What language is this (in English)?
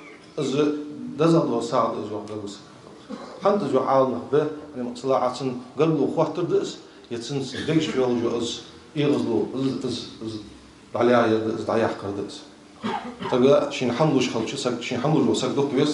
Ingush